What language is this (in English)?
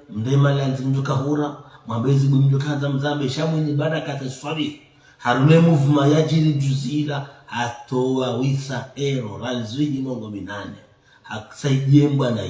Ngazidja Comorian